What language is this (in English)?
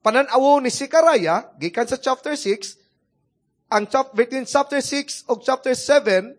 Cebuano